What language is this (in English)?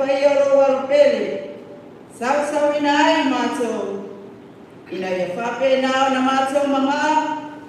Samoan